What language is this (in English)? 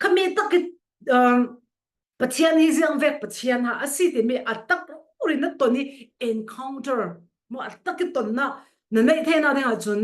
Falam Chin